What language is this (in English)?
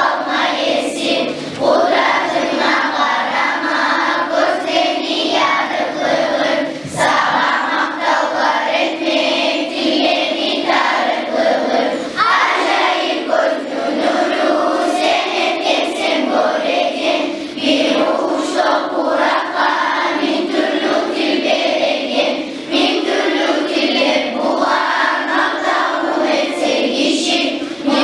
Kumyk